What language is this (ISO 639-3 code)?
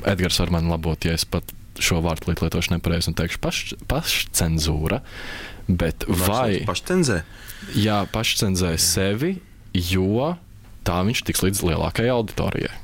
lav